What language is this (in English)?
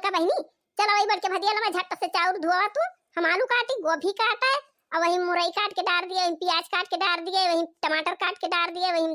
Awadhi